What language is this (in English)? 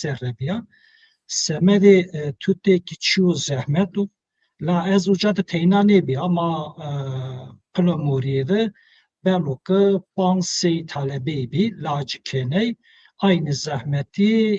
Zaza